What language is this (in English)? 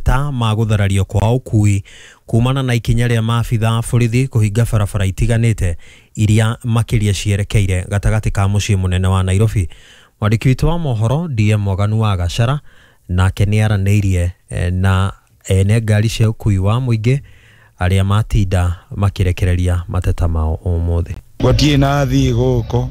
Kikuyu